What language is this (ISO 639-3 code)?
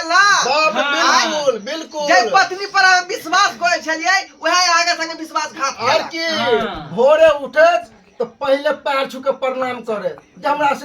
mai